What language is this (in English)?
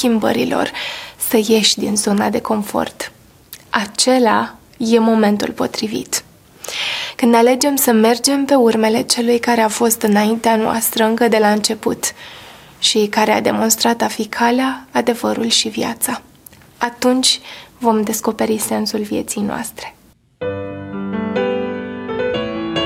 Romanian